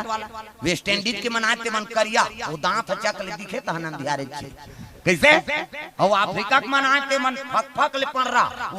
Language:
Chhattisgarhi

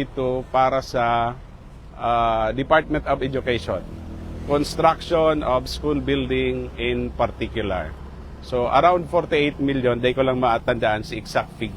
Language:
Bikol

